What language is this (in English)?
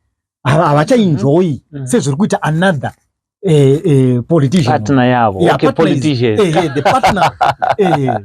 Shona